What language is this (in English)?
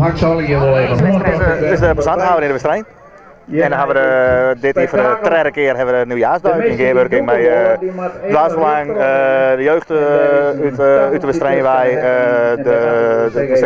Western Frisian